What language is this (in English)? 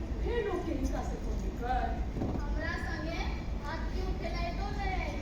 Maithili